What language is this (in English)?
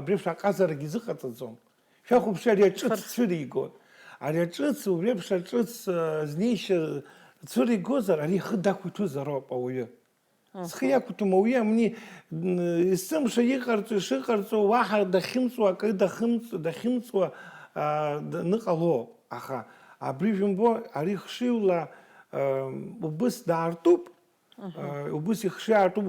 Abkhazian